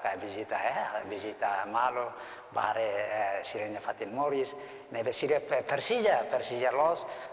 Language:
Tetum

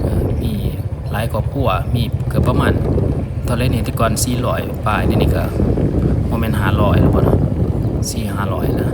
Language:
Lao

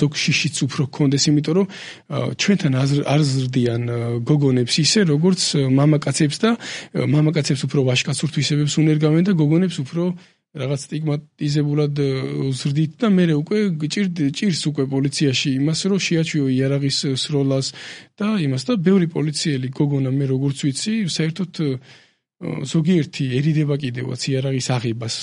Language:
Georgian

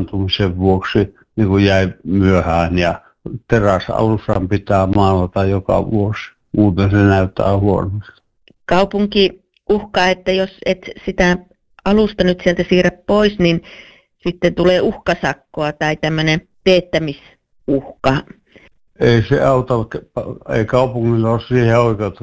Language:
Finnish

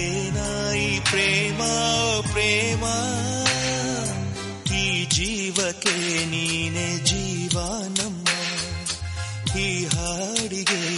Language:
Kannada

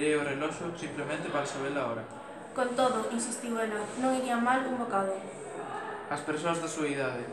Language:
Galician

